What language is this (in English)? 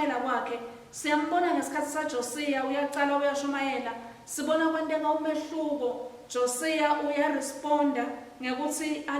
Swati